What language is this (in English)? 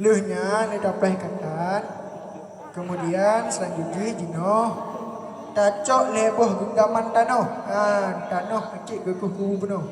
Achinese